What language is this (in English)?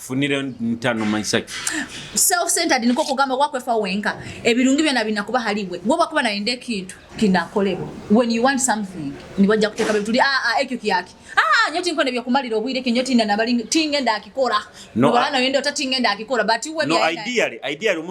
Nyoro